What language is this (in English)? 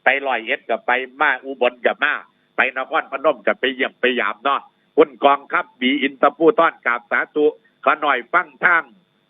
Northeastern Thai